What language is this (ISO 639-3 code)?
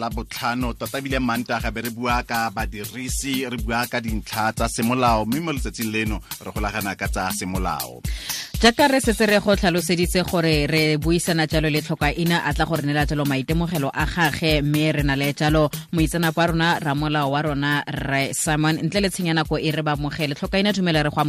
tsn